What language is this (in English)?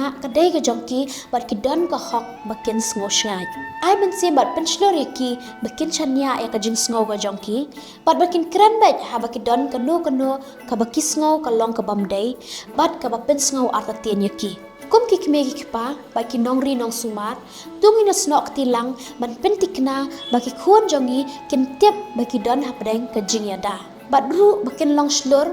Khasi